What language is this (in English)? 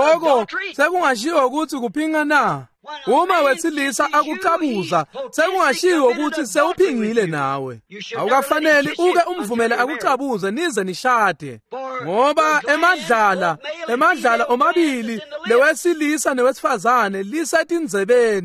Swati